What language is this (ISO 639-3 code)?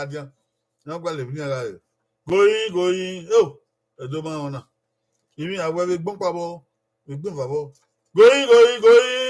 bin